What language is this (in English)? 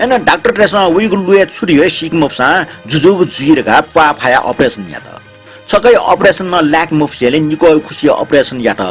Newari